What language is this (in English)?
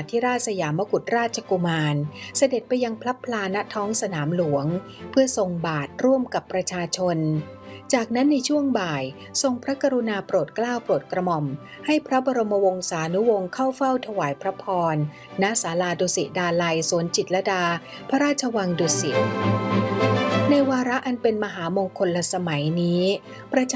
Thai